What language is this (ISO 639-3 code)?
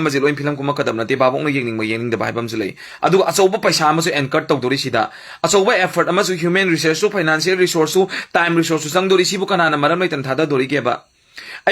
mni